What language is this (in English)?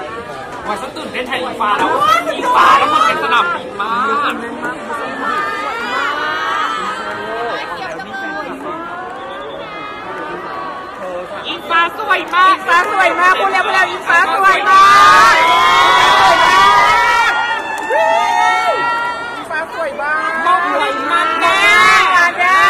Thai